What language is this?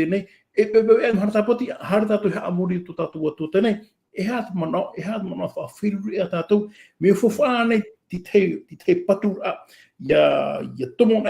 Tahitian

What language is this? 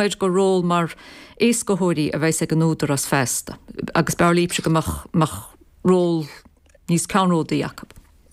Irish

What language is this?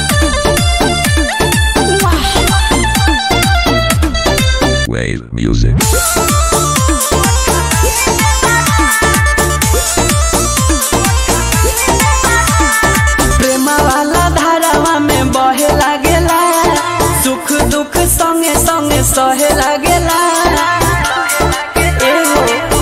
Bhojpuri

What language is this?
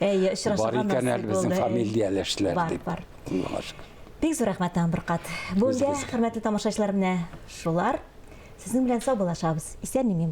Tatar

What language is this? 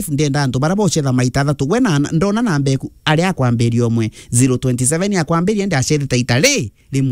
Meru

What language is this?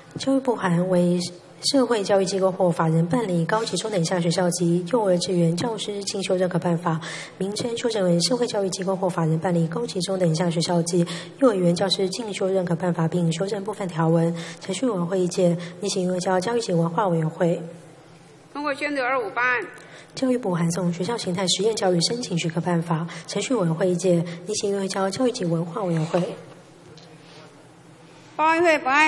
Chinese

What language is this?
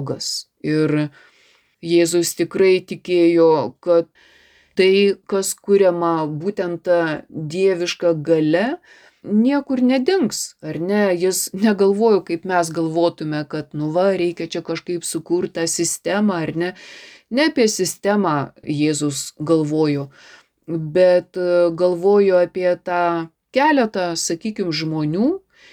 Lithuanian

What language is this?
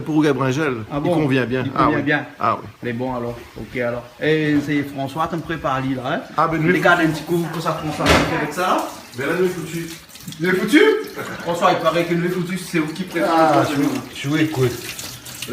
Réunion Creole French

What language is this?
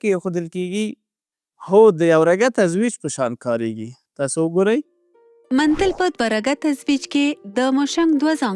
Pashto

